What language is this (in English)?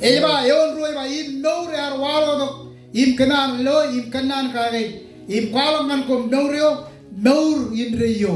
Marshallese